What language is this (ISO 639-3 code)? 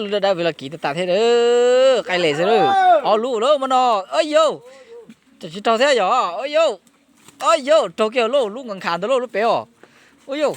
hmn